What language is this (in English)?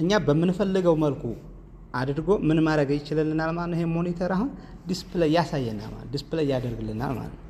Amharic